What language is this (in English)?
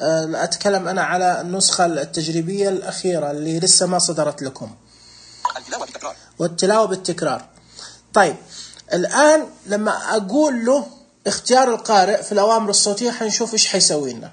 Najdi Arabic